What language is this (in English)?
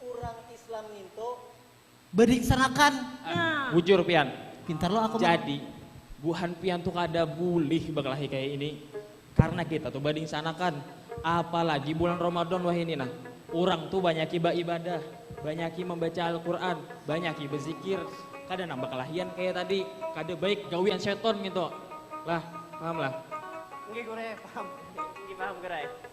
Banjar